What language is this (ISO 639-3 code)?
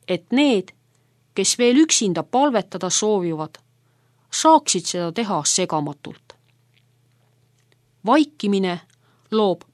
est